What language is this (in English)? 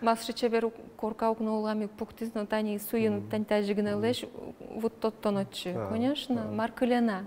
Udmurt